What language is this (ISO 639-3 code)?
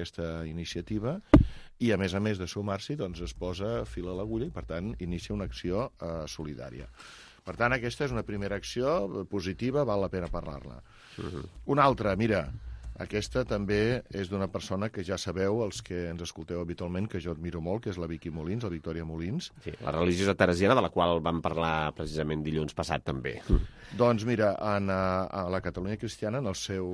cat